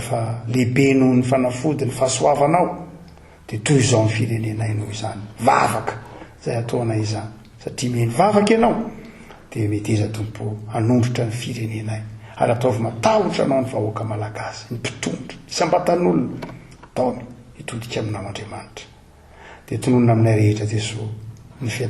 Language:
Malagasy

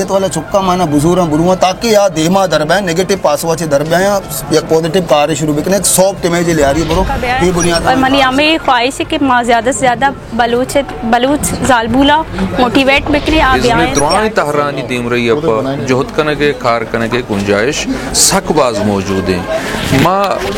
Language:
Baluchi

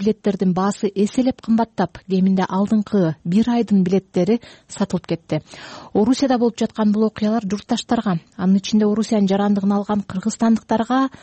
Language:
Kyrgyz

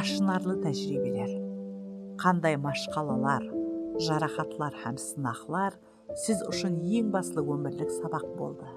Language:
Kara-Kalpak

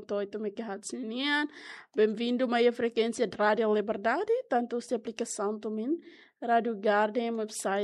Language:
Tetum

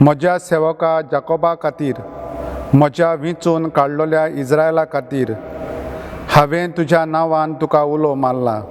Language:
Konkani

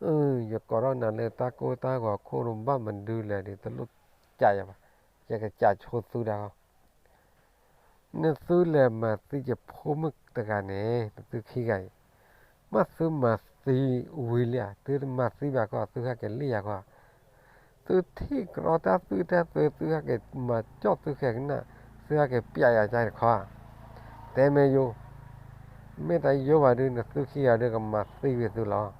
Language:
S'gaw Karen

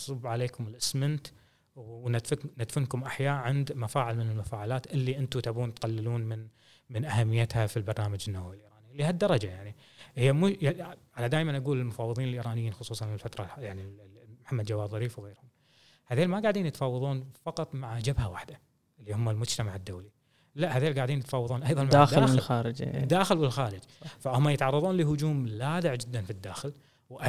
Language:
Gulf Arabic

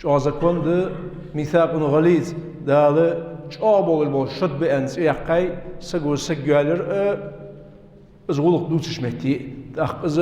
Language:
Ingush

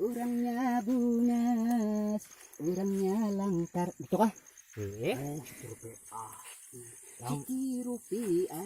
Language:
Banjar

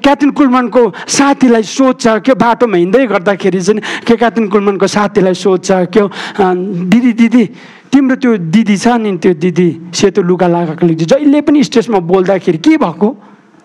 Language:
Nepali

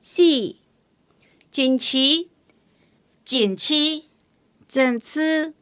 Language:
Hakka Chinese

